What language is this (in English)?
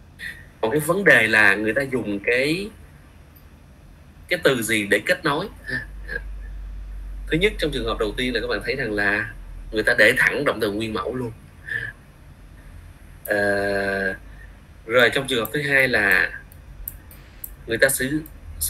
Vietnamese